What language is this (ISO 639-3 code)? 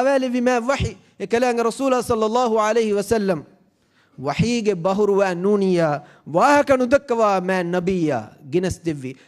div